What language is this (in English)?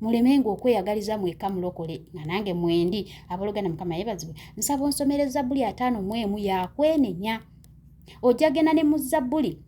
Ganda